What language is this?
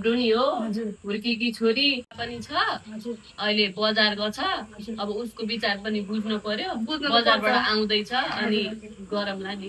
Nepali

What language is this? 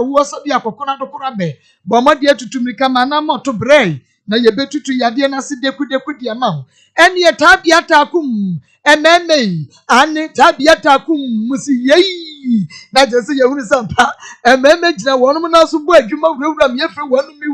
Akan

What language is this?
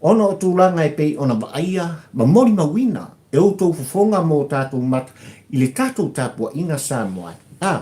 Samoan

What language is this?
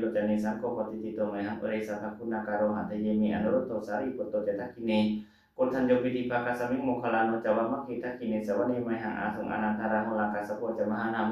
Pali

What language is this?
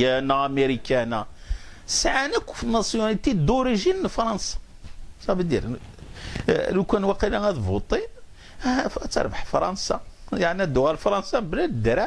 Kabyle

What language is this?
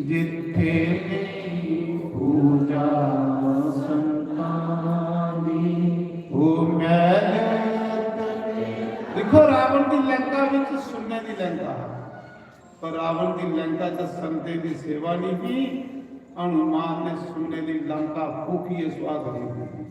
Dogri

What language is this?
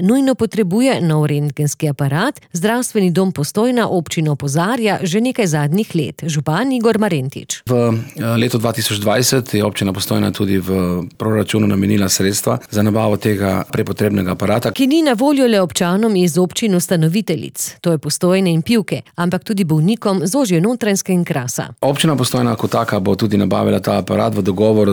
Slovenian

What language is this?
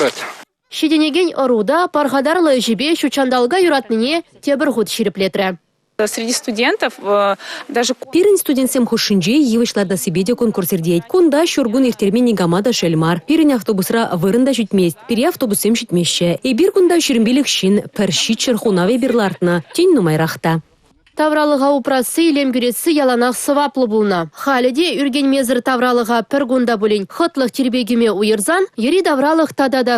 Chuvash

